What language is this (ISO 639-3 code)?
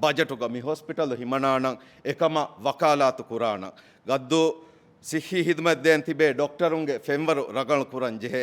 div